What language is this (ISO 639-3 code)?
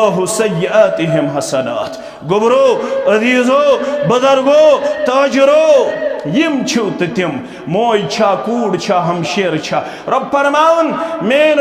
kas